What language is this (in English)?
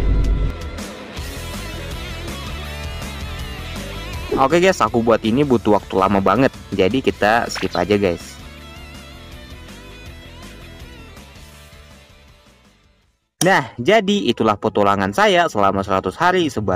Indonesian